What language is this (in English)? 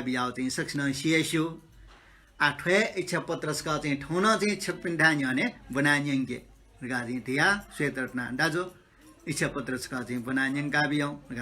Newari